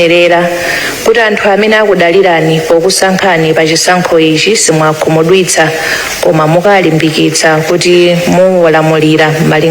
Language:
Nyanja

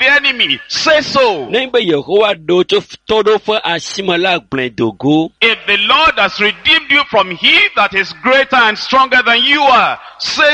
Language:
Ewe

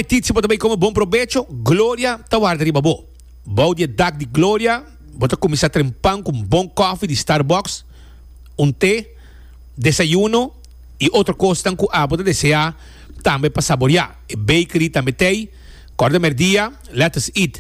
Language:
Papiamento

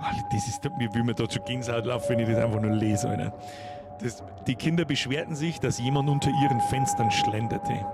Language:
Bavarian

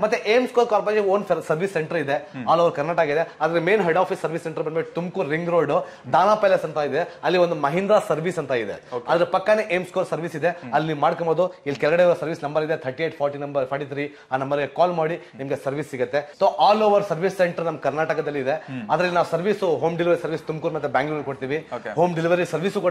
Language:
Kannada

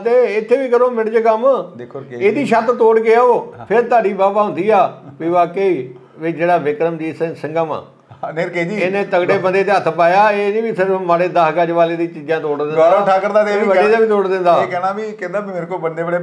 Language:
Punjabi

